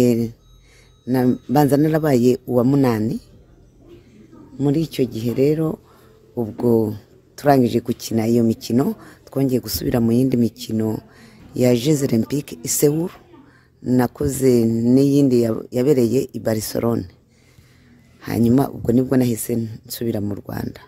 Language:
Kinyarwanda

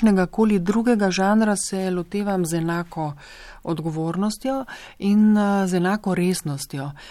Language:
Slovenian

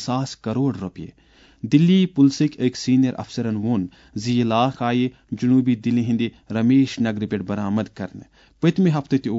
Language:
Kashmiri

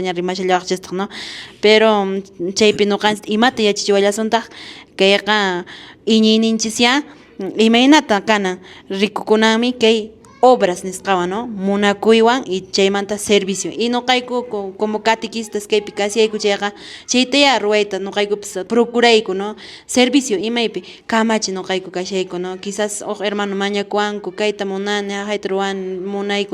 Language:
Quechua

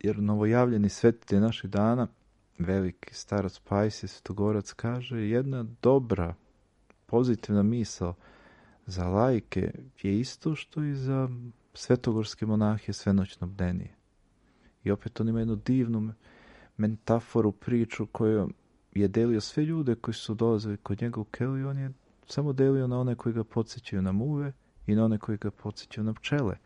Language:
Serbian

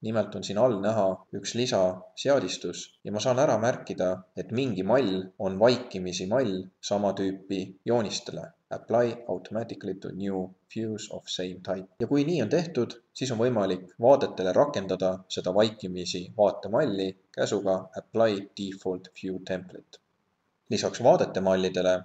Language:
Estonian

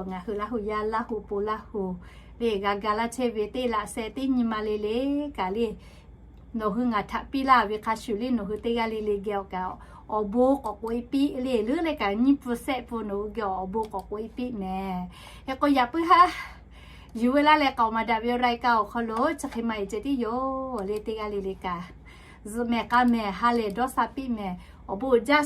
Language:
Lahu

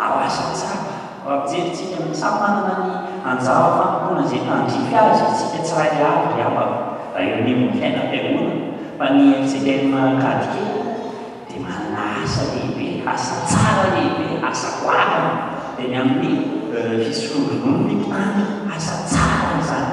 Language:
Malagasy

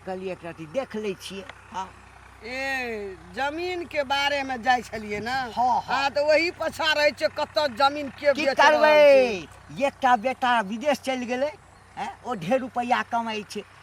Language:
Maithili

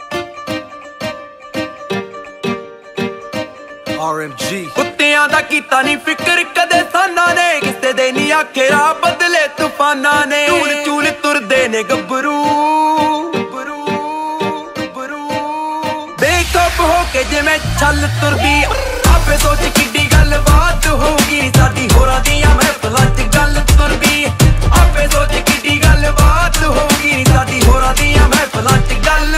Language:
Punjabi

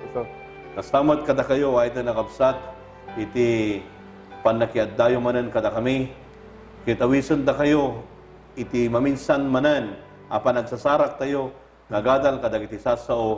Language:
Iloko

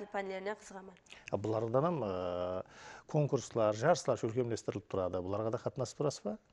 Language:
Kara-Kalpak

